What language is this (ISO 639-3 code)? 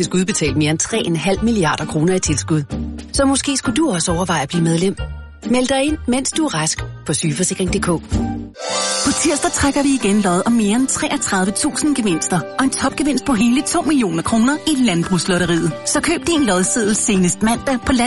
dan